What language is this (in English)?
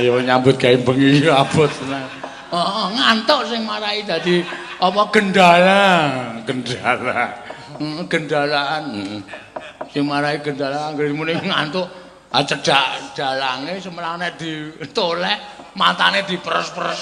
Javanese